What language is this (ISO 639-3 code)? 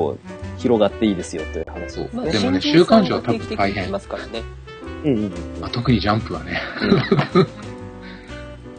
jpn